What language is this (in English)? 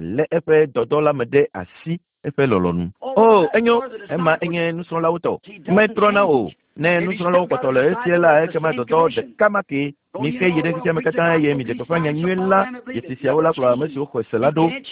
Ewe